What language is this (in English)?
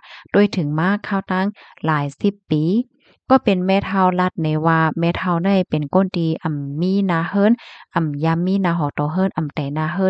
Shan